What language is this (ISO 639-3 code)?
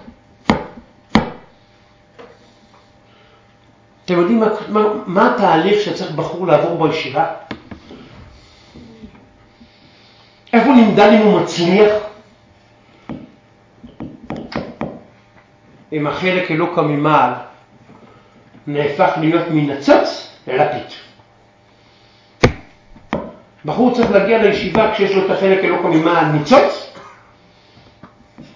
heb